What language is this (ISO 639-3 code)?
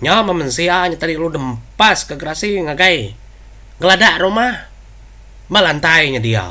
iba